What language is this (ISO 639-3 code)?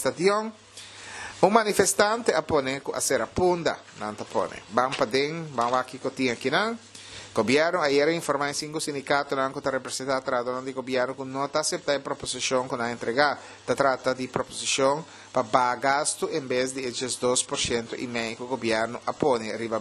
pap